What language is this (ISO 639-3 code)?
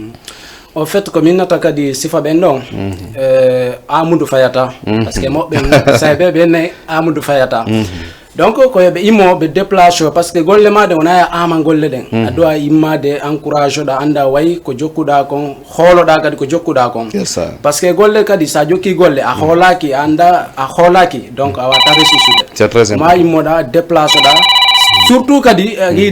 ful